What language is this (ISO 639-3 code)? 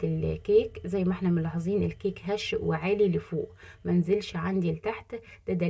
arz